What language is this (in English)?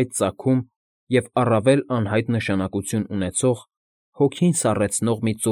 Armenian